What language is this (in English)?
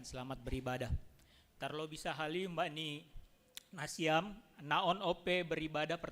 Batak Simalungun